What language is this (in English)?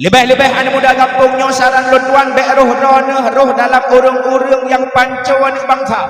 Achinese